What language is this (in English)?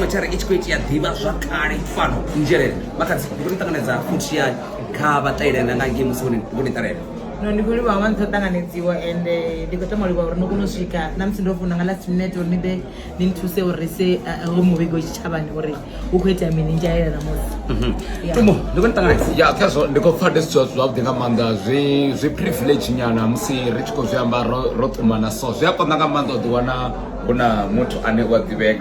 Venda